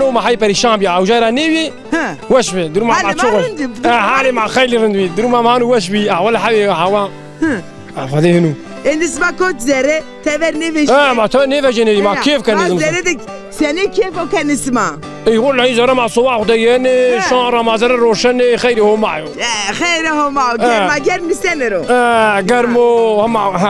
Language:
Zaza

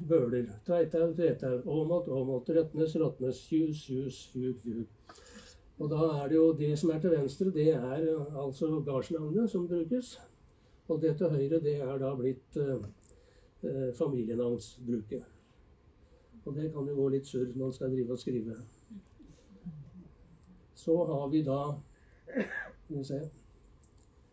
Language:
Norwegian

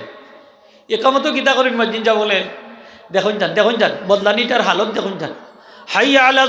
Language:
Sylheti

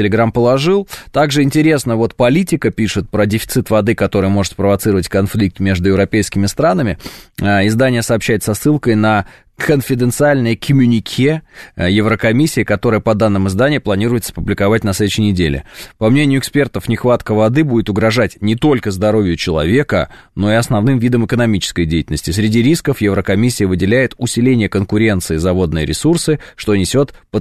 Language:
Russian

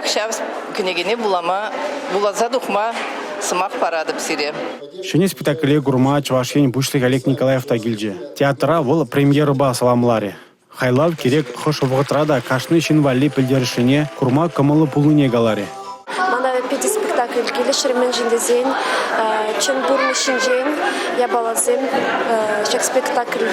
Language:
Chuvash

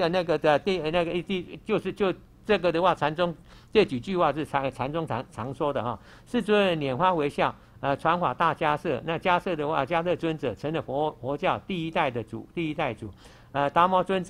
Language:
Chinese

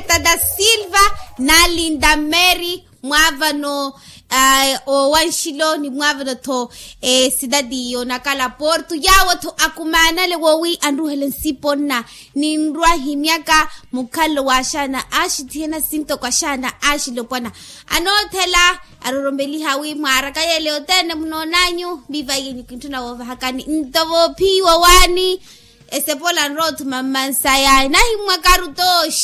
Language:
Makhuwa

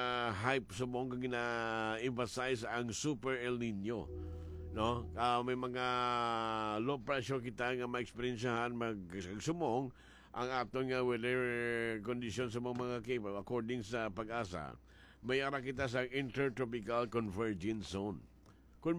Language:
Hiligaynon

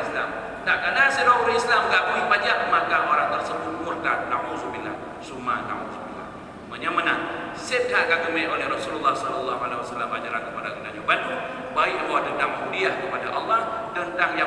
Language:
Achinese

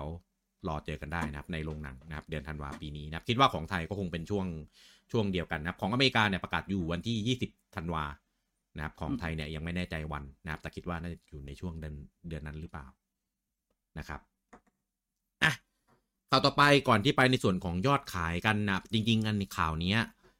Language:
Thai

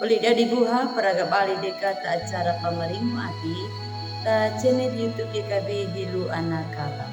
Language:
Anakalangu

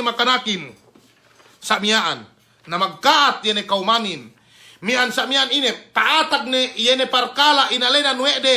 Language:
Yakan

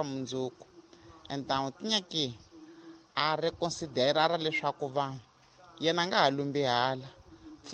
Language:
Tsonga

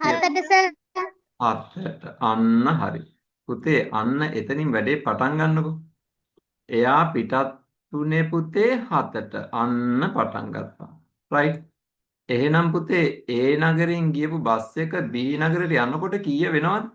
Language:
Sinhala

